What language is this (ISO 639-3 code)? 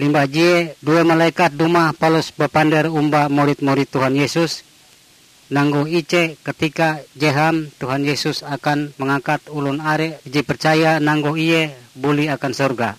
nij